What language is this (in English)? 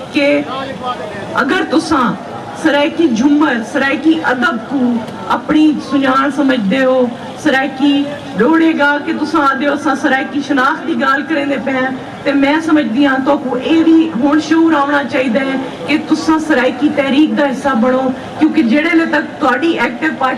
Saraiki